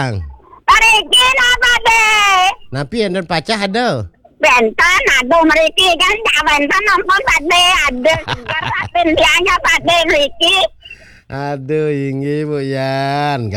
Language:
Balinese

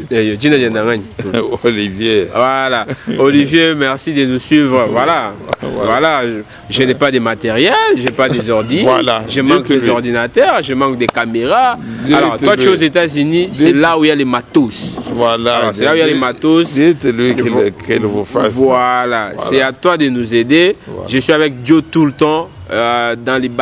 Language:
Luba-Lulua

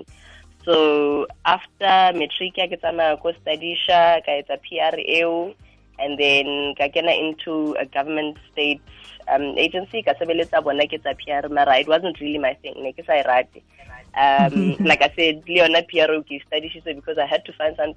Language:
Tswana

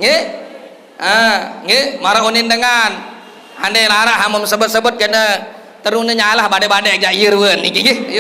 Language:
Sasak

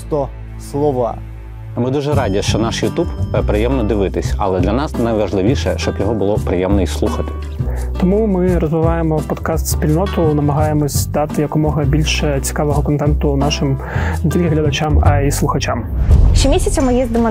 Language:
Ukrainian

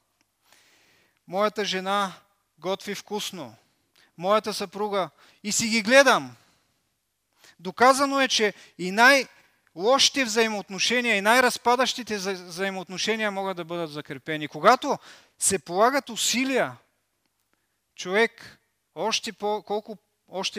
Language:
Bulgarian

